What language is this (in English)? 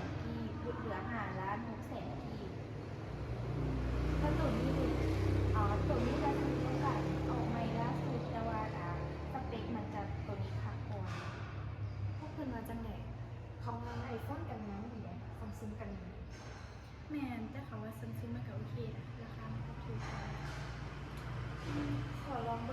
Lao